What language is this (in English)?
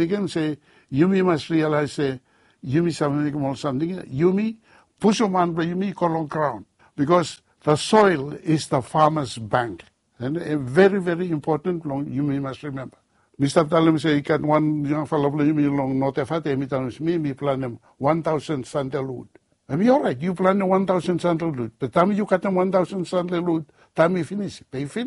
Bislama